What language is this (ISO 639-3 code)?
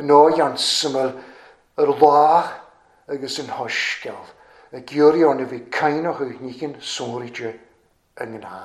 cym